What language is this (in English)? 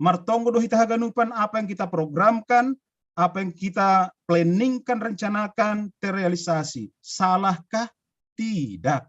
Batak Simalungun